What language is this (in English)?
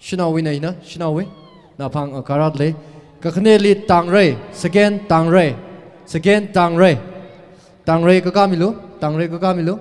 Tangkhul Naga (India)